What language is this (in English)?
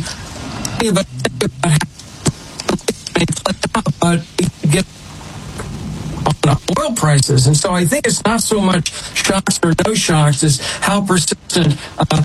English